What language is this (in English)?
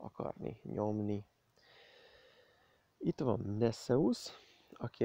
Hungarian